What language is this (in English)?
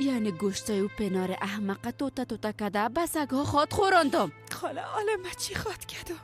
Persian